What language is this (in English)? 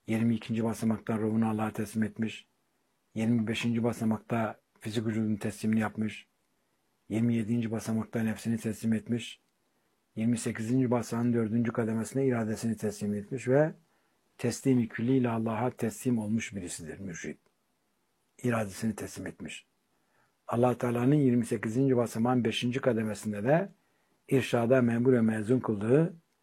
Turkish